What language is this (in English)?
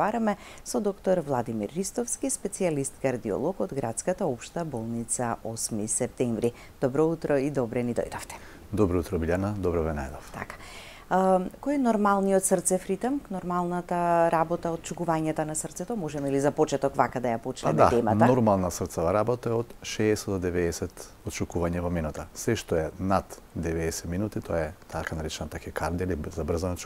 Macedonian